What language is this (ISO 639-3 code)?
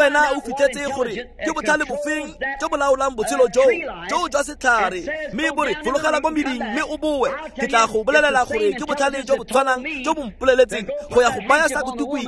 tsn